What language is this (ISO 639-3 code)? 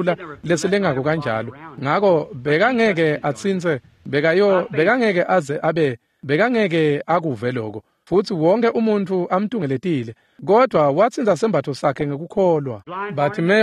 ssw